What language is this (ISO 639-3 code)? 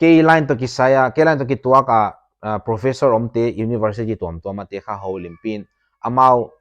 pck